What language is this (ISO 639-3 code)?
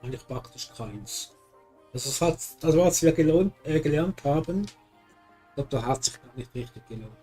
gsw